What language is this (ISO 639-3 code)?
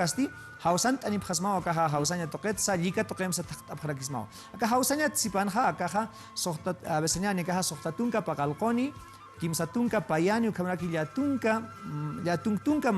aym